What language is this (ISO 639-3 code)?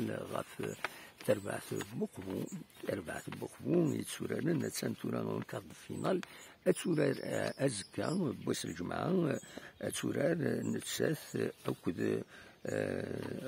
kab